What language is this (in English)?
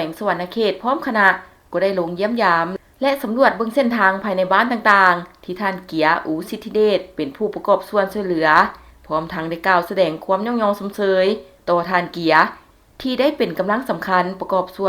Lao